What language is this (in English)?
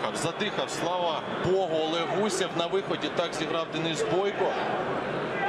Ukrainian